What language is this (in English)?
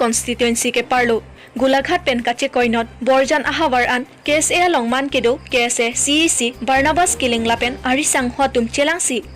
Karbi